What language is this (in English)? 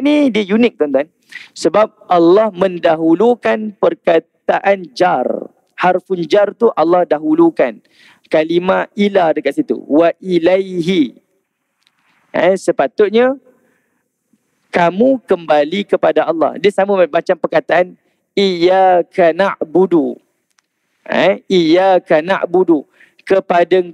Malay